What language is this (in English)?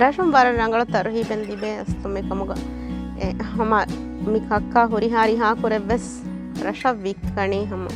Divehi